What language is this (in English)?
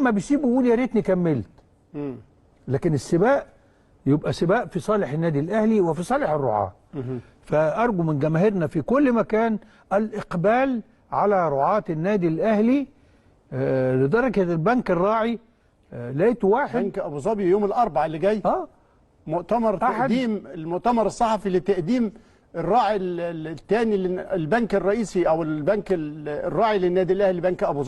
Egyptian Arabic